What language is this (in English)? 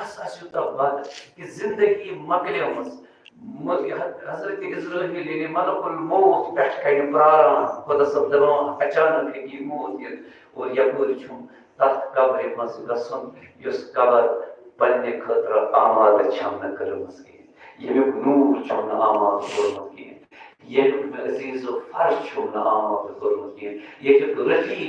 Kashmiri